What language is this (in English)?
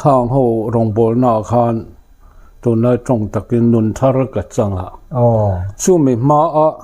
Mizo